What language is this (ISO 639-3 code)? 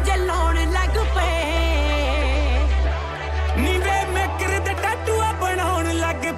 pan